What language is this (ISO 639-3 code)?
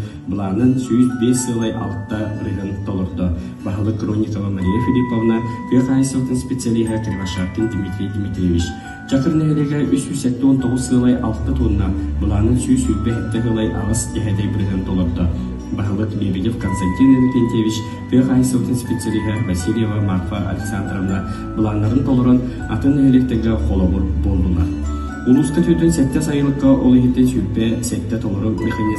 sah